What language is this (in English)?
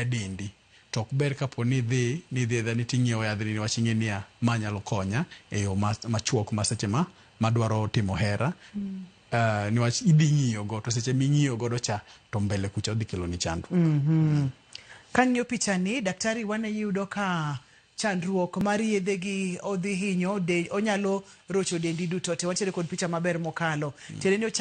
Luo (Kenya and Tanzania)